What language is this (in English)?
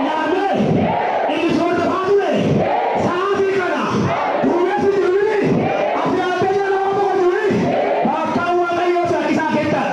Oromo